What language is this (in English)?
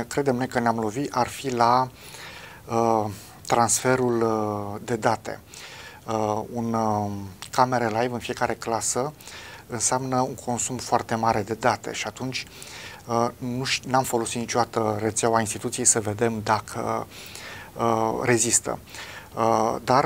Romanian